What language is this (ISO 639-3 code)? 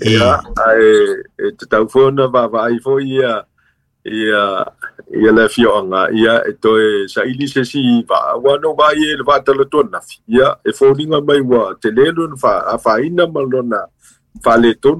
smo